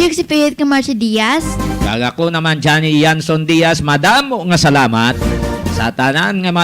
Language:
Hiligaynon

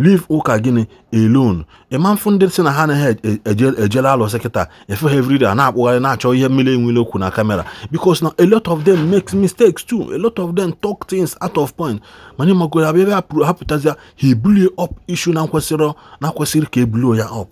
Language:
Igbo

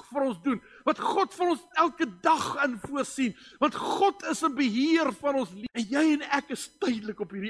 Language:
Afrikaans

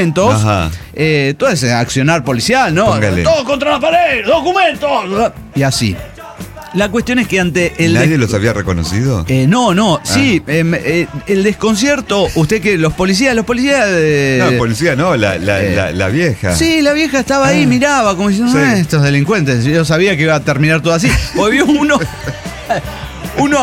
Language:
Spanish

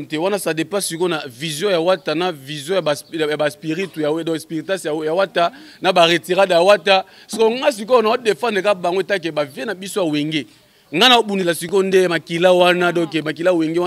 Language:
Lingala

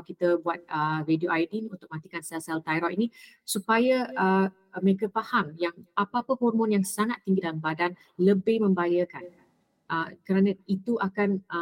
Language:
Malay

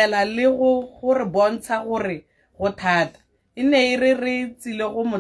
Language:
Tswana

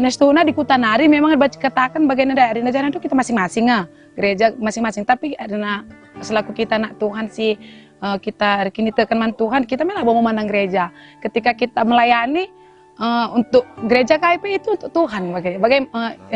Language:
Batak Karo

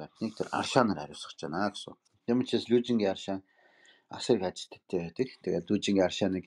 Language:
Mongolian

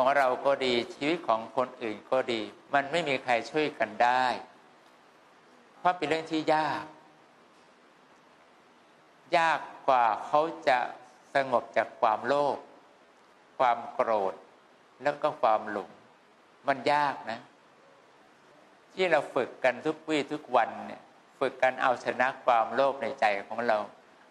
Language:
Thai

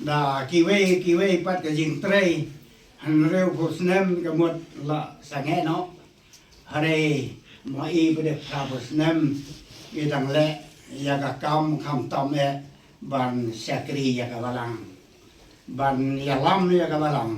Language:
Khasi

